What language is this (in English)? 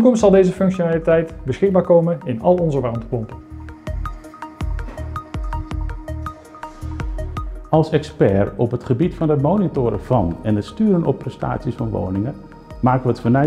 Dutch